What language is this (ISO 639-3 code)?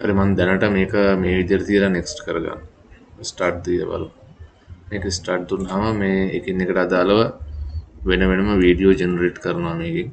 sin